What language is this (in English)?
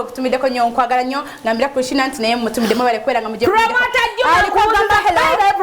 Ganda